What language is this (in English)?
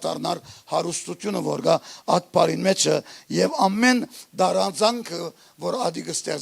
Western Armenian